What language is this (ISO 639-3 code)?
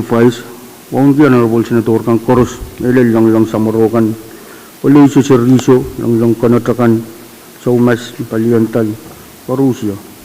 pon